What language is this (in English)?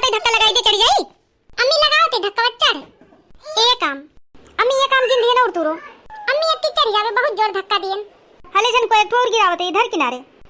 Awadhi